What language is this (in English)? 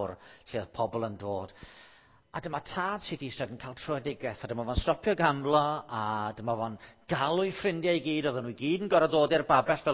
Welsh